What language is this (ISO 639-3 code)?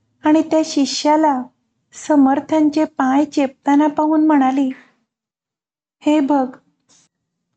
mar